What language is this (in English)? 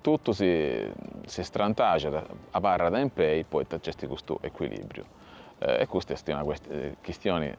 Sardinian